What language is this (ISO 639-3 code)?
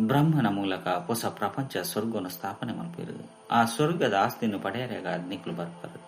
tcy